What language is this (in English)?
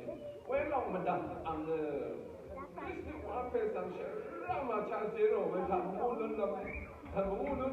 Rawang